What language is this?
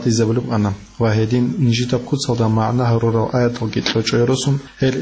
Avaric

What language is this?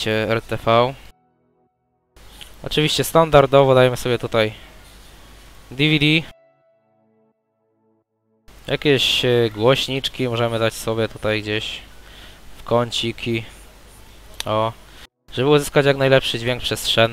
Polish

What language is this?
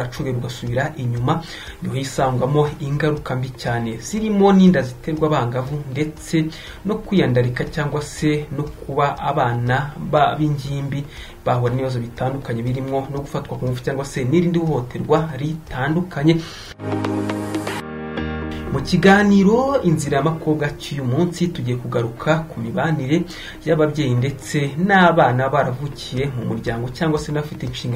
Kinyarwanda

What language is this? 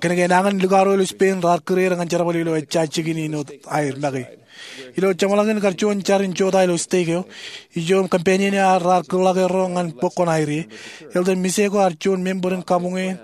Marshallese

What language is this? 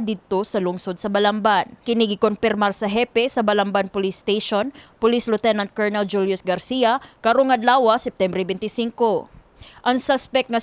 Cebuano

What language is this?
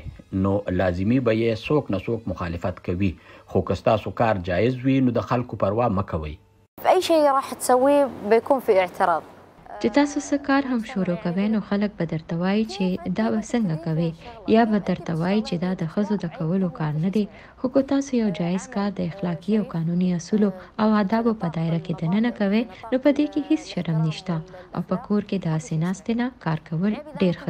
Pashto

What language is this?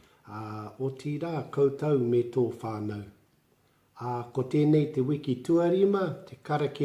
Māori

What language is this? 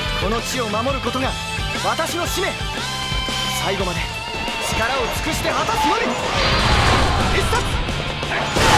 Japanese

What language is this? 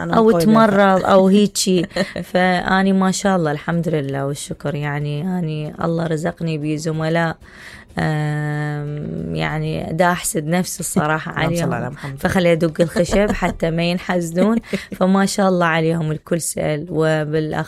Mesopotamian Arabic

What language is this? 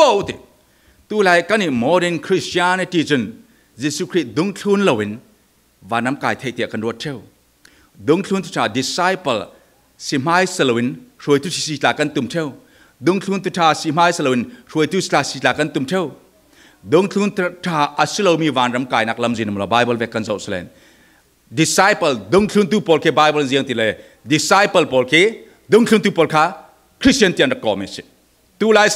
Falam Chin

